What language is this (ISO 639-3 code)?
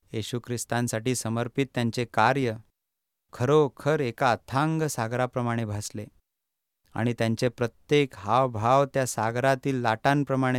mar